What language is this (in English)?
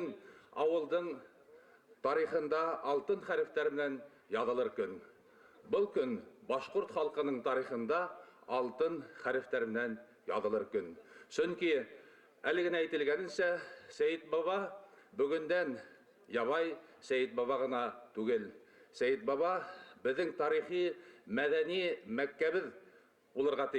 Bashkir